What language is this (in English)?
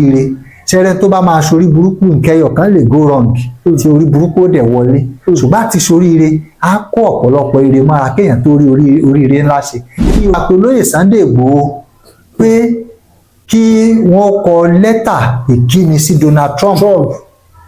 Yoruba